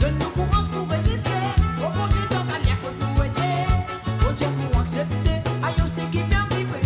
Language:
Morisyen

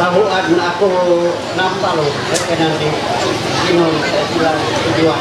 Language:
Ma'anyan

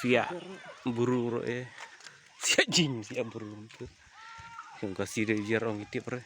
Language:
Khasi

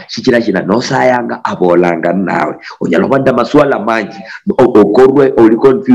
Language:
Luyia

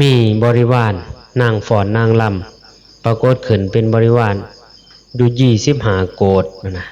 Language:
Northeastern Thai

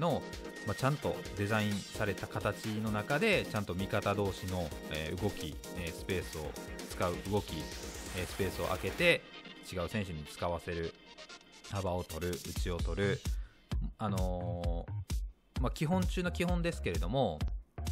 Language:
Japanese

